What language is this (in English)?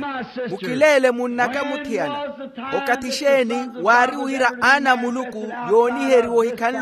Makhuwa